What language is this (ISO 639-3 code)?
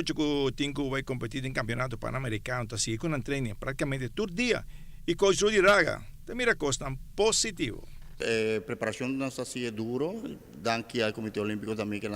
pap